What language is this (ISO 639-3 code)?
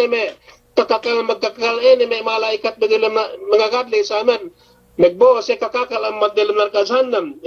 yka